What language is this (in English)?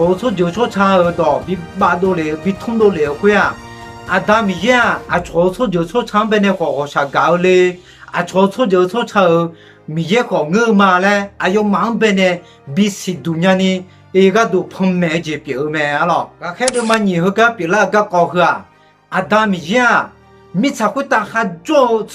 Akha